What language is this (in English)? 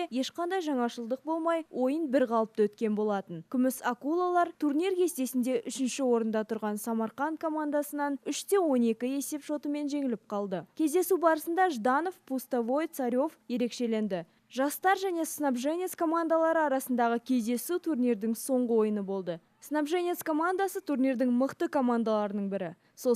Kazakh